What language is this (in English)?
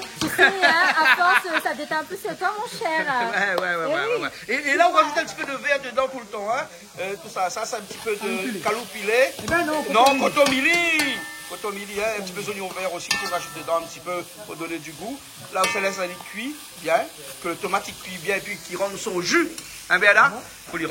Réunion Creole French